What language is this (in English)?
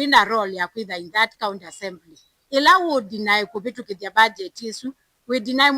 Kamba